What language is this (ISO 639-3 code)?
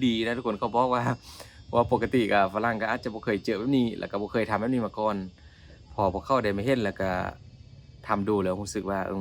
lao